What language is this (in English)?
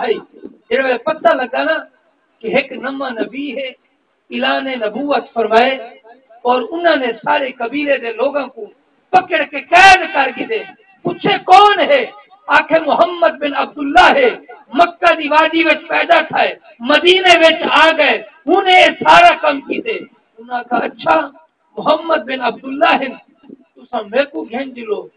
Saraiki